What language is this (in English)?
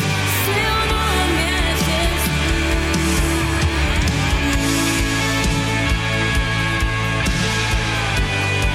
Portuguese